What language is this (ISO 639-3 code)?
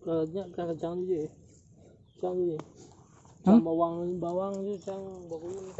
ace